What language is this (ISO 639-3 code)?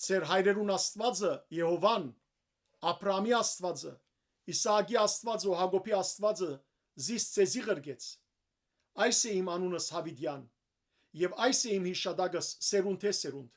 hyw